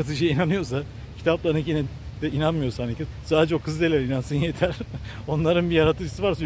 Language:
Turkish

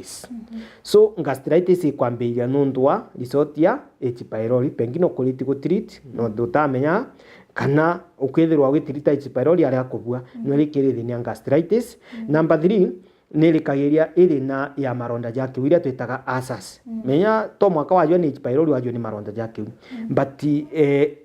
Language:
Meru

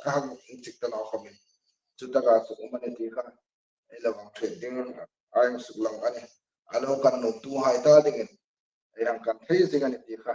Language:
Hmar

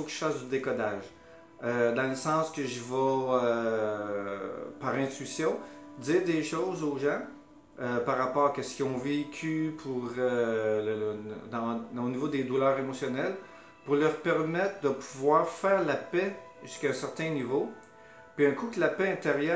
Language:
French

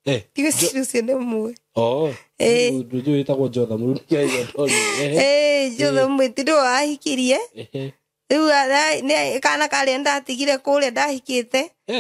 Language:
Kikuyu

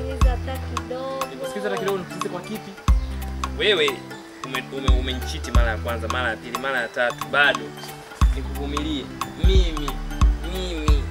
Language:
Swahili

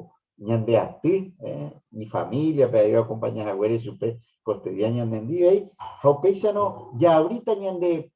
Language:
Guarani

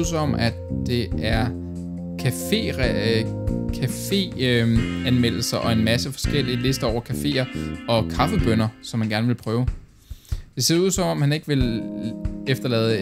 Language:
Danish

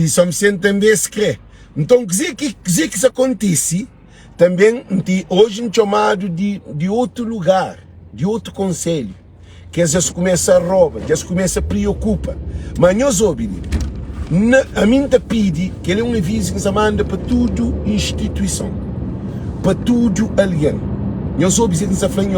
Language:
Kabuverdianu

